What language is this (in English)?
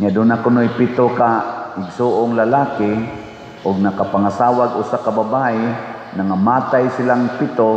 Cebuano